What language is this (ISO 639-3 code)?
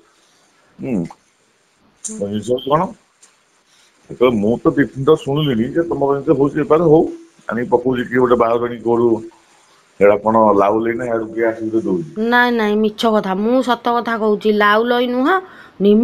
ori